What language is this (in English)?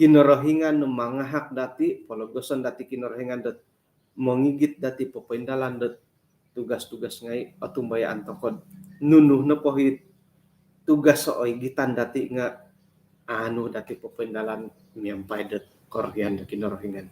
Central Dusun